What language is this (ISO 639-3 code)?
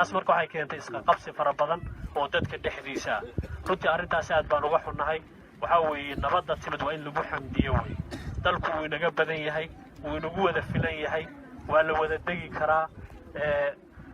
som